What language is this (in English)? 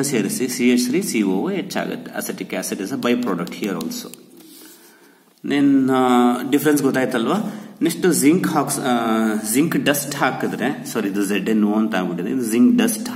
Kannada